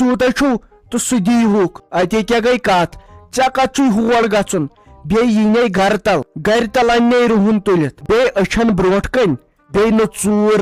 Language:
Kashmiri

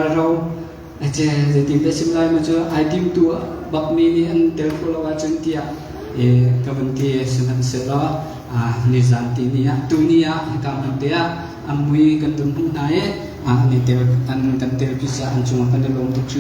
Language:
Hakha Chin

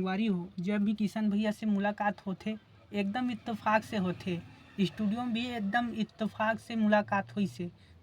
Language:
Chhattisgarhi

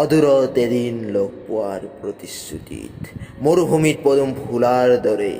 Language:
Assamese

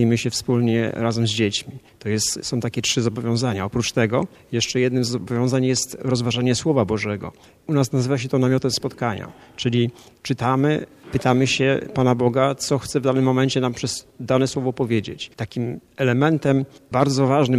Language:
Polish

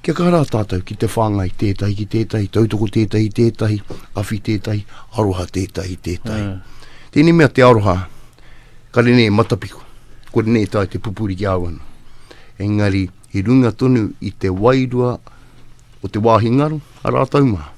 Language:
Māori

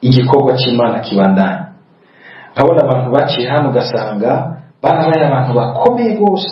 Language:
Rundi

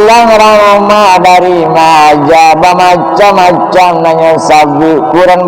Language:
Minangkabau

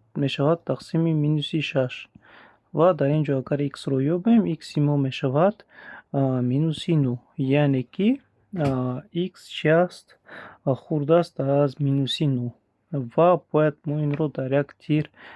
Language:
Tajik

